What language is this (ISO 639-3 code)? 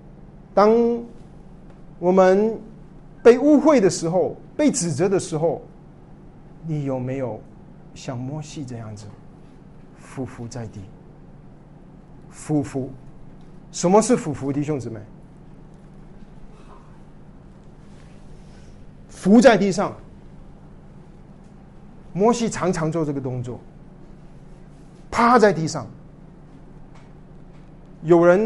zho